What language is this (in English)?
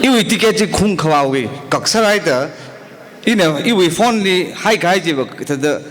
Tangkhul Naga (India)